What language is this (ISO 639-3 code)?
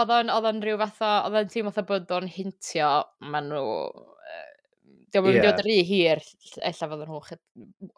cym